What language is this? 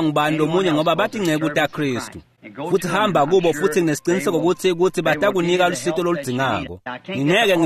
Swati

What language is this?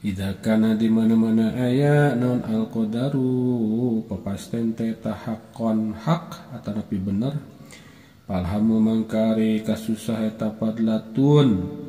Sundanese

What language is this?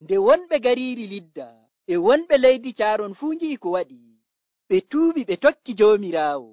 Nigerian Fulfulde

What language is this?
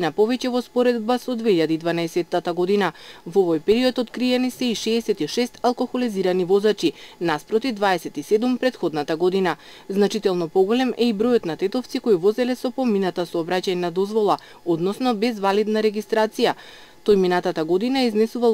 Macedonian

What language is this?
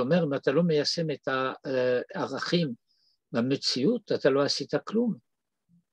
Hebrew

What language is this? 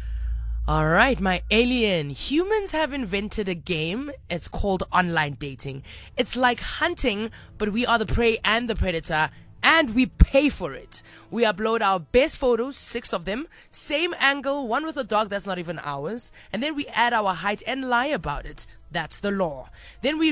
English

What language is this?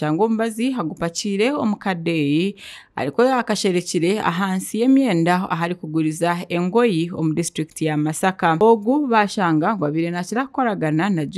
Nyankole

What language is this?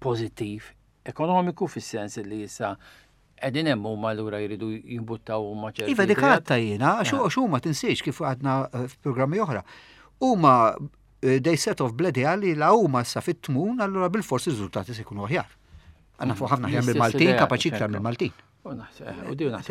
Maltese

